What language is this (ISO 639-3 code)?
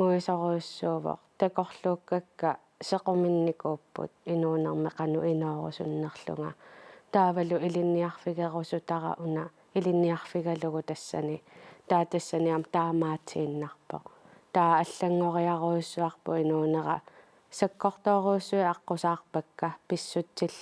kal